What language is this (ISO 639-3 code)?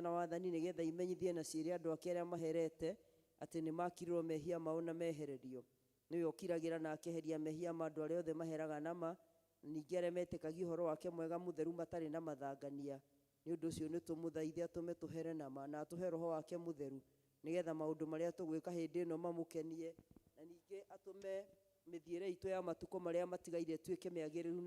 kik